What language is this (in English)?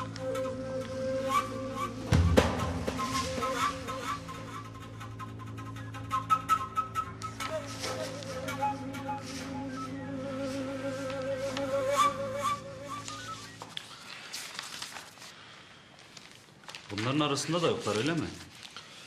Turkish